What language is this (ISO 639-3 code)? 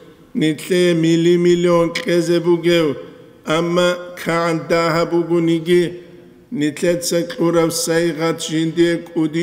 ava